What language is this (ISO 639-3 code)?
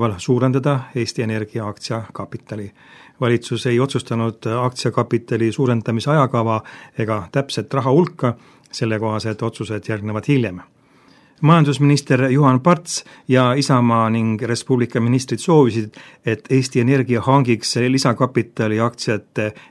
est